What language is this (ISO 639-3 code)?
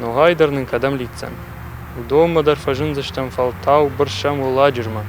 oss